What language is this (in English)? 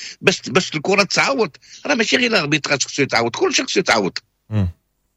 Moroccan Arabic